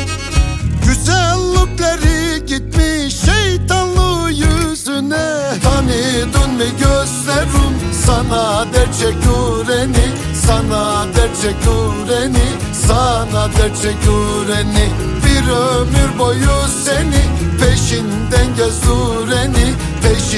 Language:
Turkish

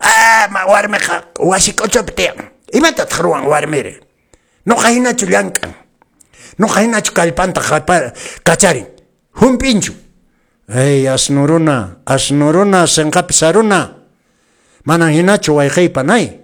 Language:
Quechua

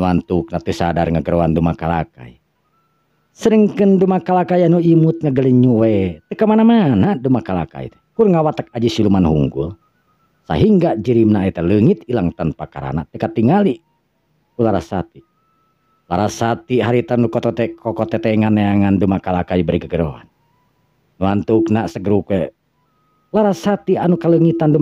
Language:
Sundanese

